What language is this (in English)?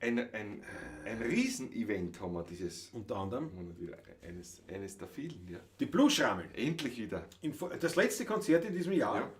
Bavarian